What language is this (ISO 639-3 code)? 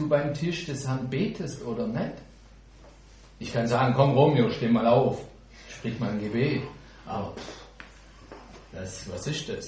deu